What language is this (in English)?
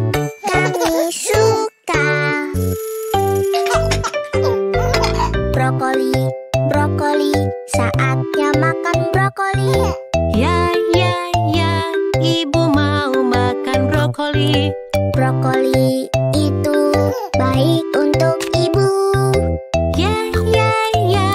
Indonesian